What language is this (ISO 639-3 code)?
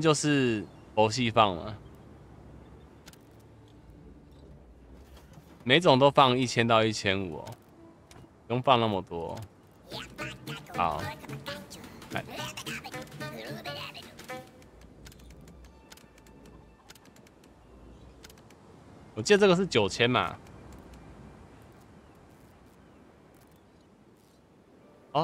zho